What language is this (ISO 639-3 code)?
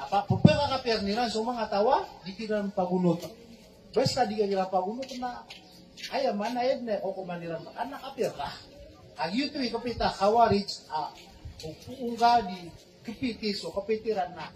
mrw